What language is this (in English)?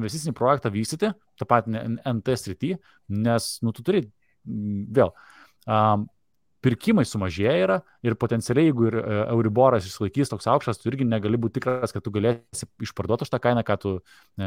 Lithuanian